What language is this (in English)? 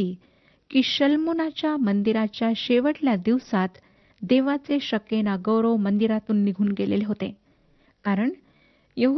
Marathi